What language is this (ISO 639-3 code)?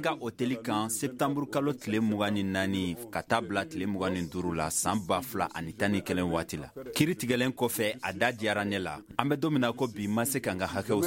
bam